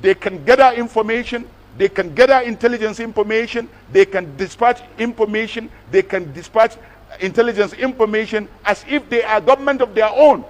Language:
Hausa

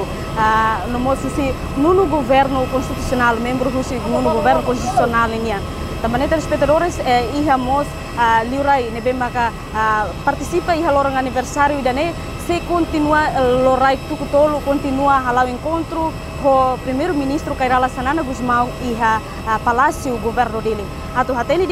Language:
Tetum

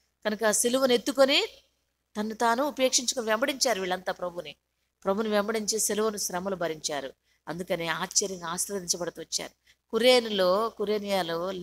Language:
Telugu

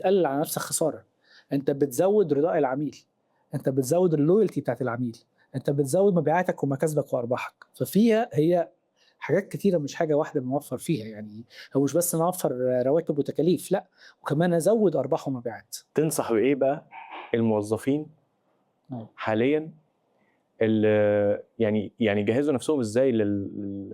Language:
Egyptian Arabic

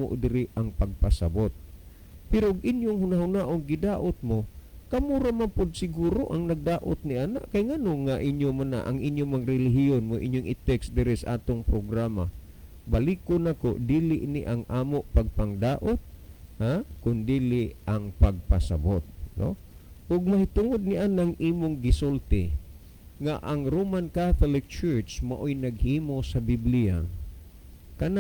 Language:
Cebuano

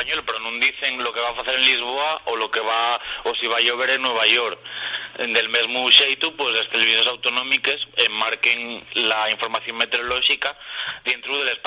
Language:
Asturian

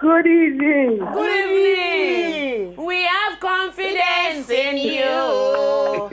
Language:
Nigerian Pidgin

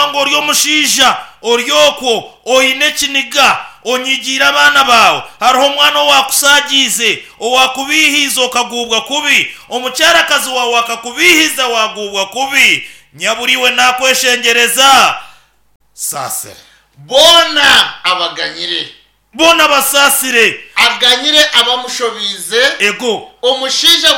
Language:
Nyankole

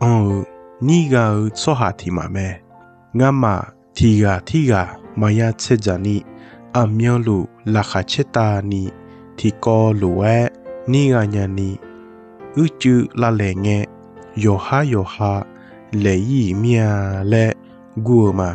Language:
Akha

